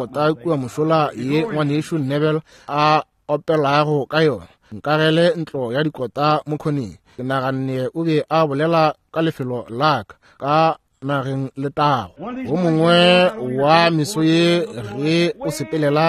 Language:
Northern Sotho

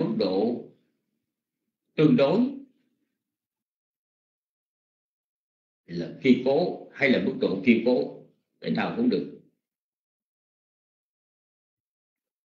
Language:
Vietnamese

